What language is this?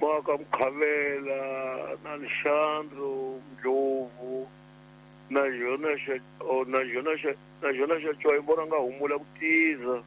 Tsonga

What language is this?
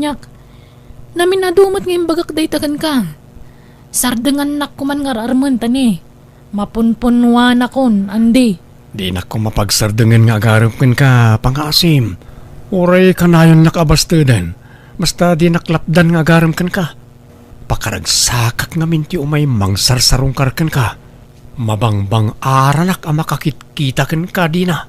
Iloko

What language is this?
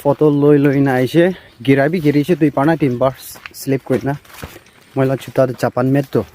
Naga Pidgin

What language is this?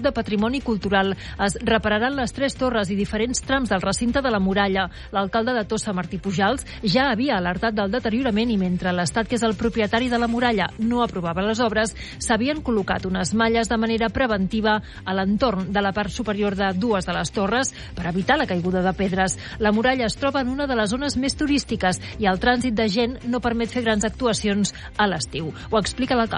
Catalan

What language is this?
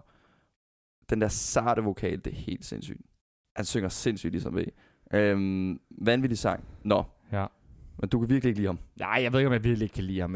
Danish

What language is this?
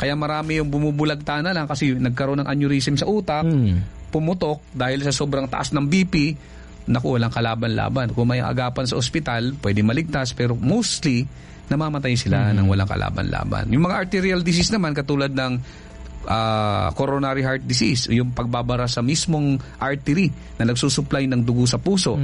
Filipino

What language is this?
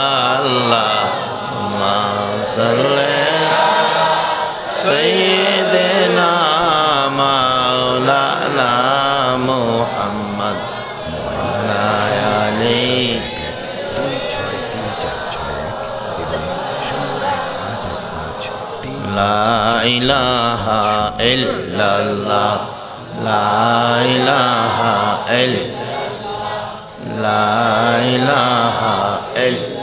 Bangla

